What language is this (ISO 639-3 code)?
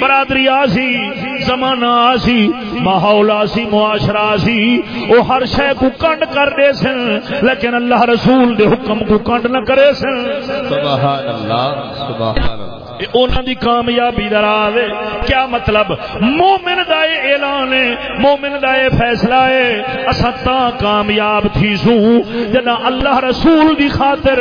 skr